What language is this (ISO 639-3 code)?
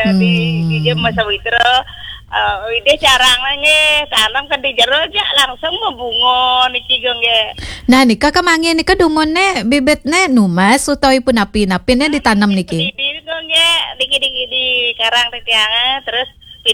ban